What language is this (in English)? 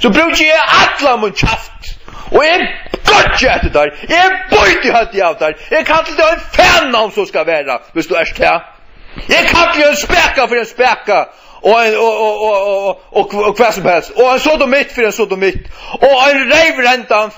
Faroese